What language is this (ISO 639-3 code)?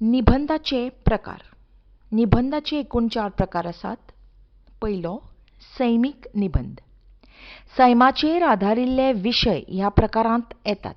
kok